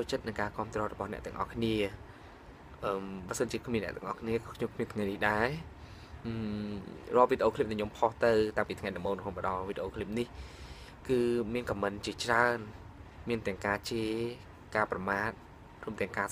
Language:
Khmer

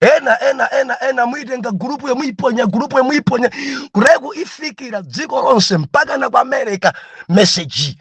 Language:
Nyanja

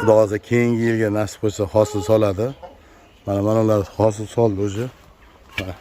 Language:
Uzbek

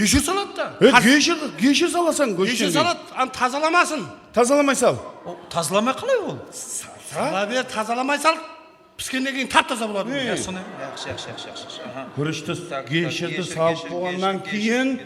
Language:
Kara-Kalpak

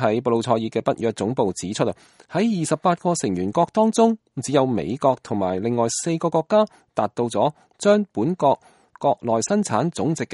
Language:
Cantonese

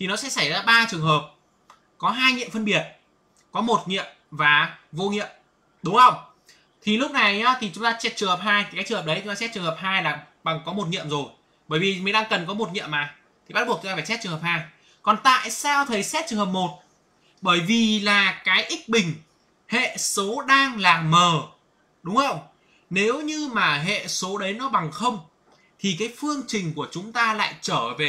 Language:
Vietnamese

